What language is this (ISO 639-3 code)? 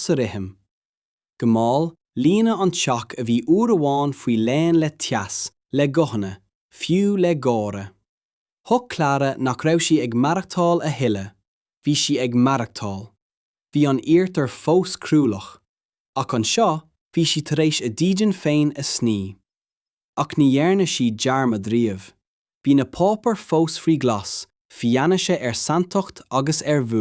gle